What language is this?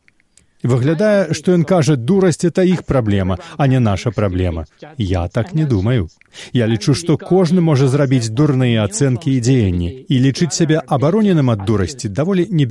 Belarusian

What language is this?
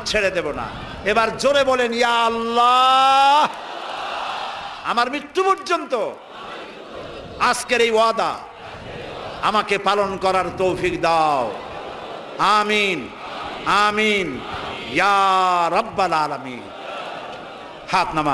Bangla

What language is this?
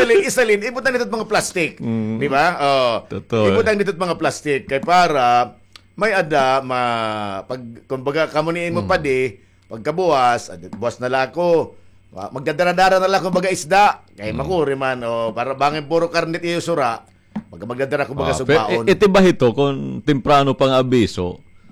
Waray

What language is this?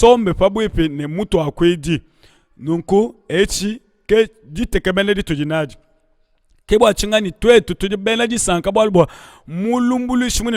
Luba-Lulua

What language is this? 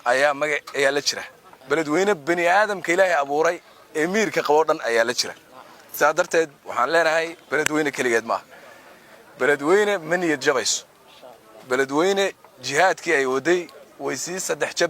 Somali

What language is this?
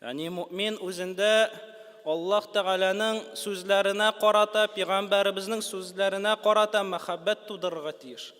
Tatar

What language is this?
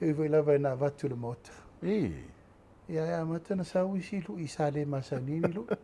Samoan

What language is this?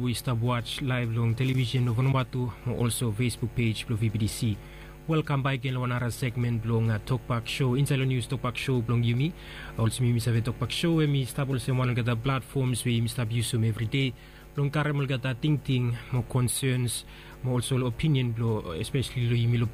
Bislama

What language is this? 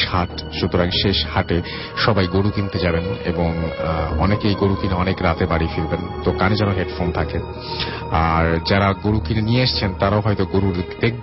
Bangla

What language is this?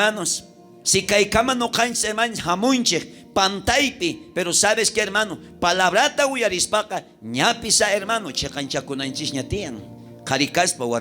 South Bolivian Quechua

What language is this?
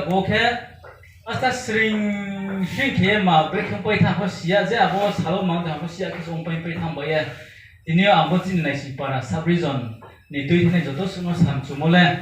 Riang (India)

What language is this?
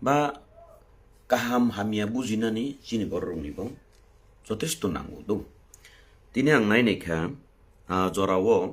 Kok Borok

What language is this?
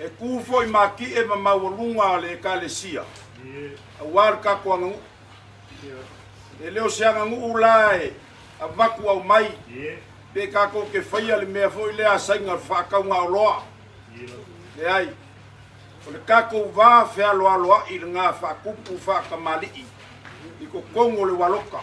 Samoan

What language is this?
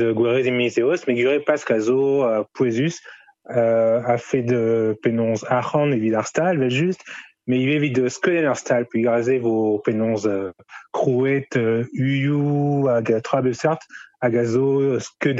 Breton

